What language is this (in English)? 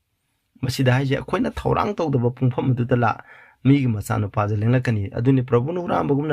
Manipuri